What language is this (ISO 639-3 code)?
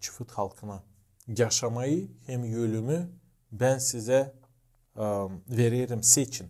gag